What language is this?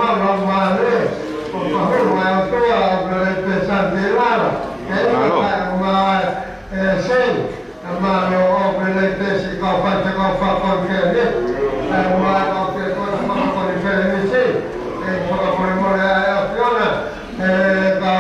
Tongan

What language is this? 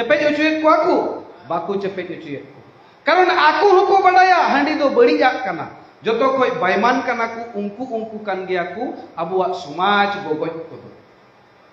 Santali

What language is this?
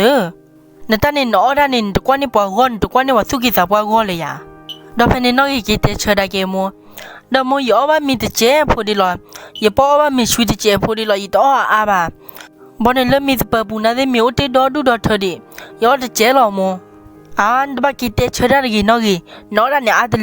S'gaw Karen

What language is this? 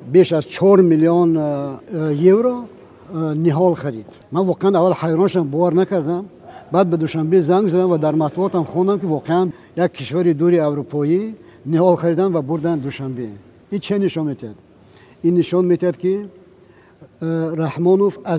Tajik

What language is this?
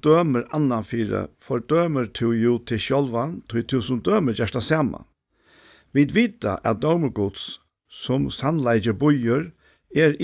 Faroese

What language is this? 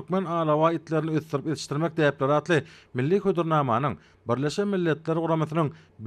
Turkmen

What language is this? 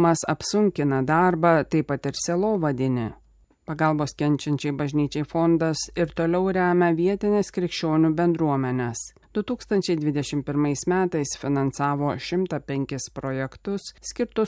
Lithuanian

